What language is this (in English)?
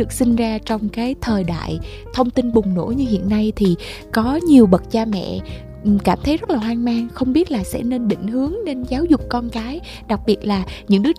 Vietnamese